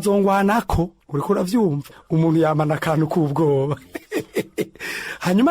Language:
Rundi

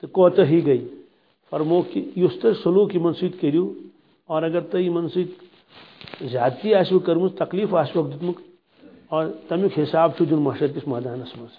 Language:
Kashmiri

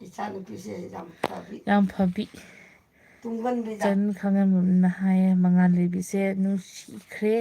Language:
Manipuri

